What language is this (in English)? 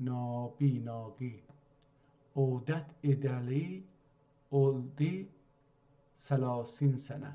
South Azerbaijani